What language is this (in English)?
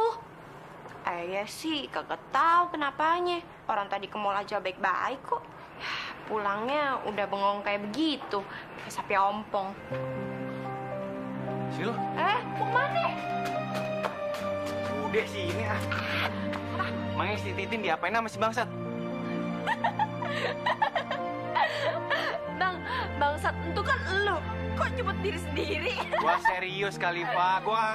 Indonesian